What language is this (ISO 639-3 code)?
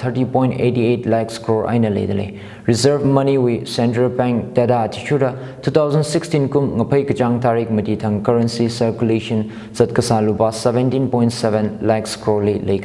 nmf